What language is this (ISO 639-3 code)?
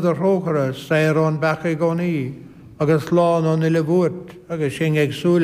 gle